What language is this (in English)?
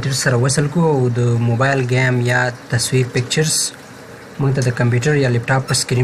Pashto